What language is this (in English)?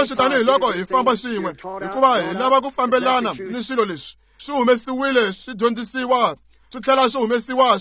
Tsonga